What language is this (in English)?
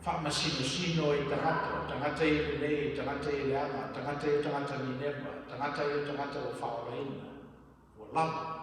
Samoan